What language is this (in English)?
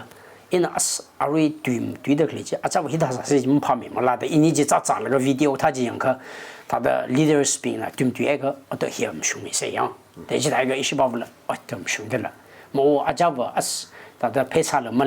Tangkhul Naga (India)